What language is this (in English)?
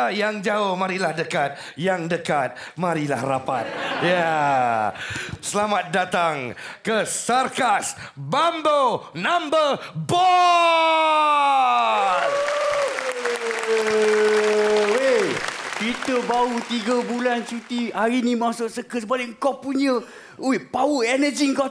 Malay